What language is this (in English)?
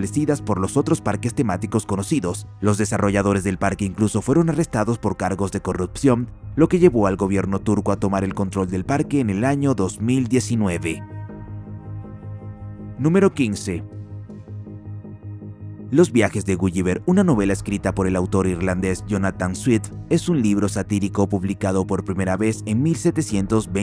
Spanish